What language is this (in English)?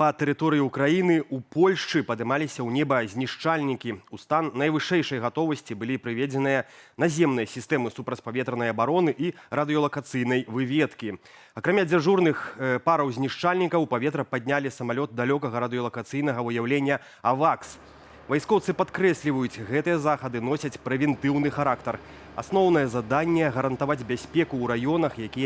Belarusian